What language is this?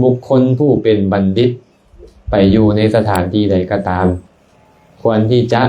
Lao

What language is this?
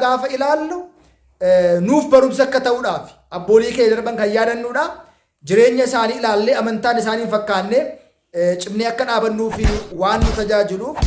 Oromo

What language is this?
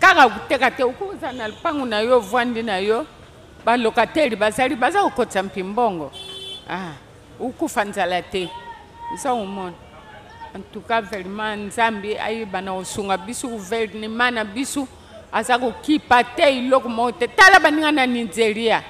Lingala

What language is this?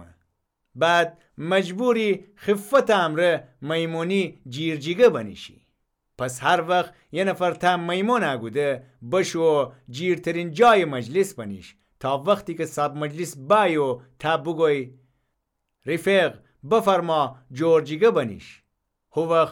Gilaki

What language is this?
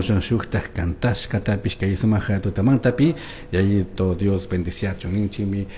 Chimborazo Highland Quichua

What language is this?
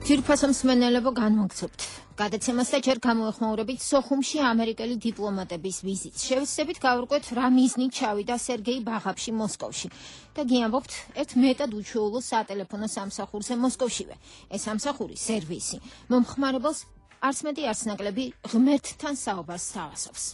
Georgian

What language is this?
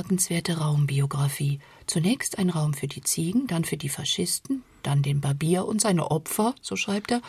German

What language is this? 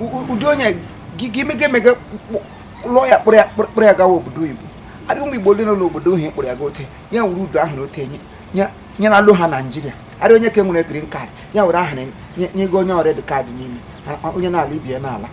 Igbo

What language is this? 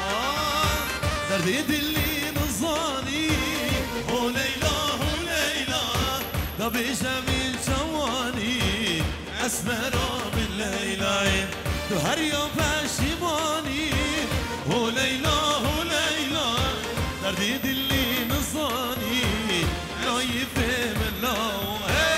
Kurdish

